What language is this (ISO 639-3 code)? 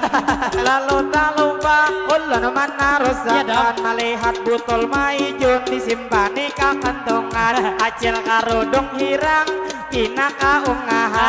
bjn